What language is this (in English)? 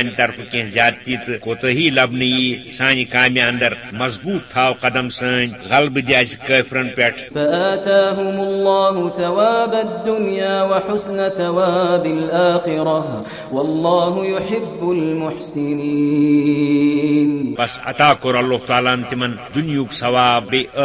Kashmiri